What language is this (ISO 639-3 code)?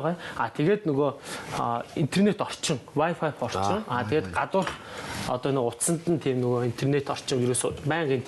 mon